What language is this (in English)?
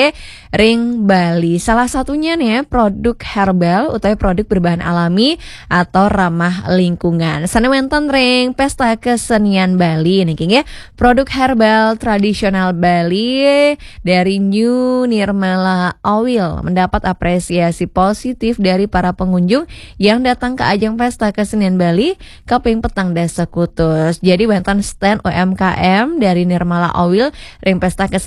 Balinese